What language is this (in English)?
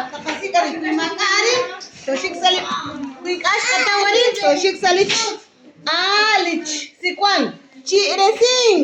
Kekchí